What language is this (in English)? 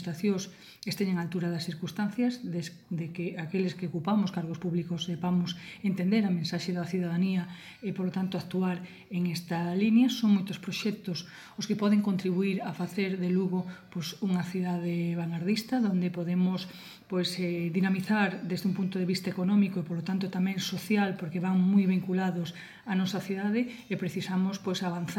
Galician